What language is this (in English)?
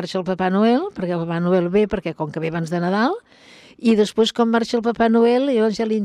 Catalan